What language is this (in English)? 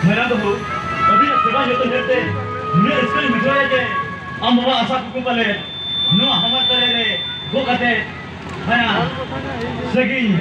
Santali